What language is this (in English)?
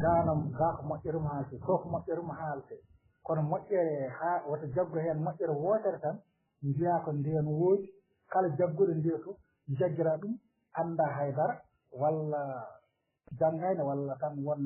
Fula